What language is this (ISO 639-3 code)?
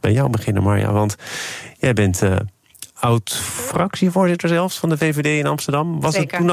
nld